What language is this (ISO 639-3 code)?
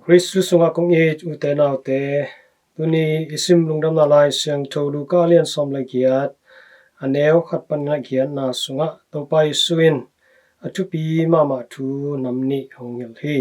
ctd